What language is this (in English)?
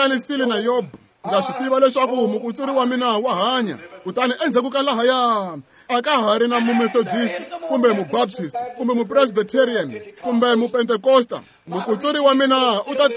Tsonga